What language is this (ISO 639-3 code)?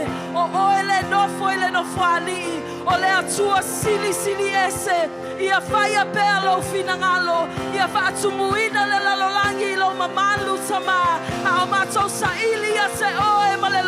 smo